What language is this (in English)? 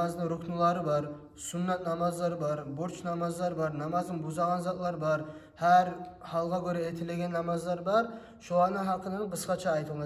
Kumyk